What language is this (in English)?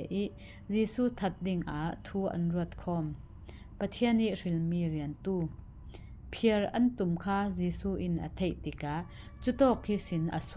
Falam Chin